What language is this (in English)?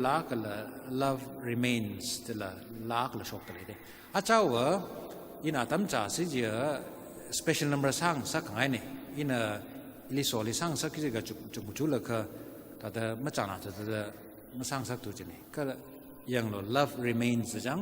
Tangkhul Naga (India)